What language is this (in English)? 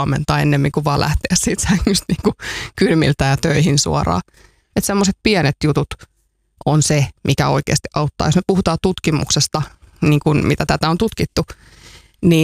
Finnish